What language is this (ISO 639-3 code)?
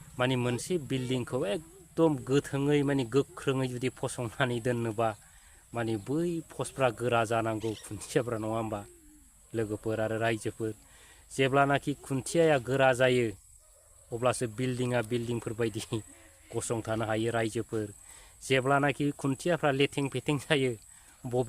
brx